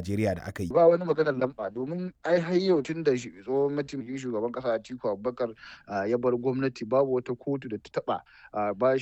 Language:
Hausa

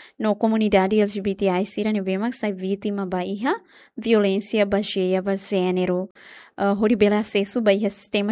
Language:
Tetum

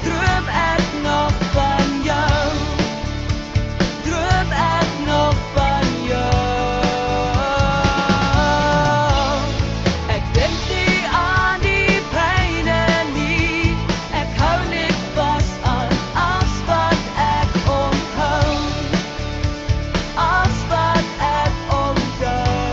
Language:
Afrikaans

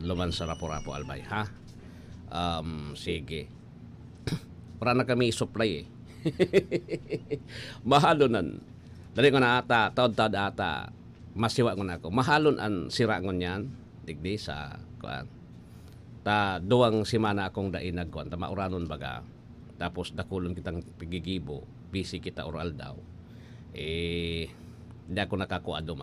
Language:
Bikol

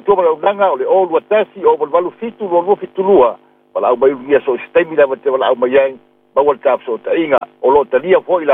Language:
Samoan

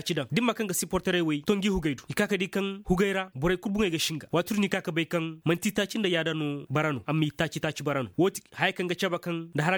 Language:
Koyraboro Senni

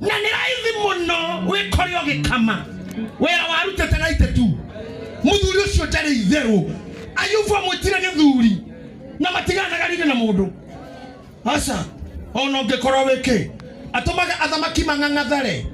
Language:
Kikuyu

